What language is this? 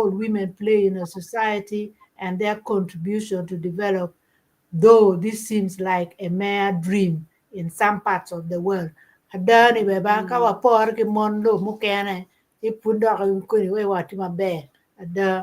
Acoli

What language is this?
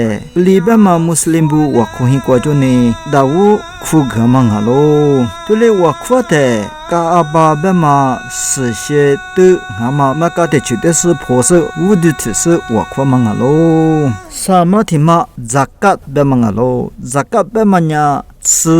Lisu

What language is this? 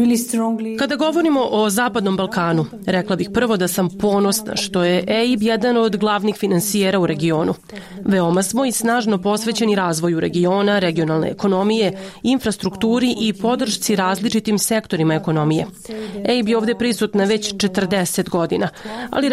Serbian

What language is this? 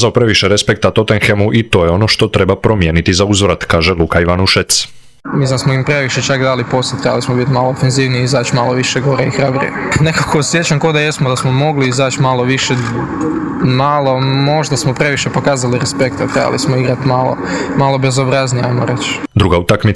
Croatian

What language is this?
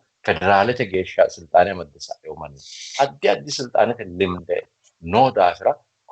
Sidamo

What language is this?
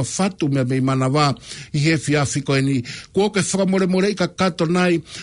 Tongan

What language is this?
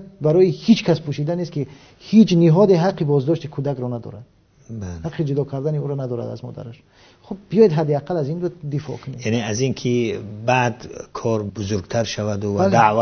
Tajik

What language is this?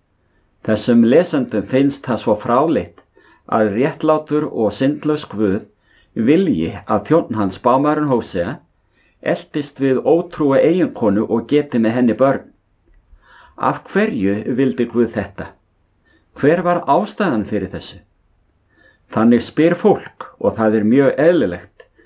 Icelandic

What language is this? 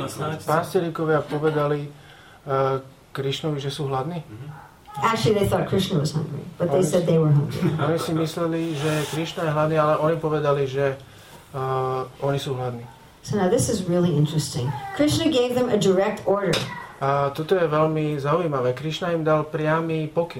Slovak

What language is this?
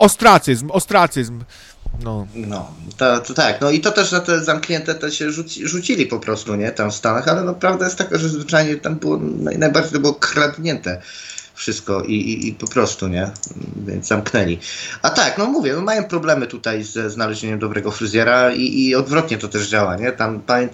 Polish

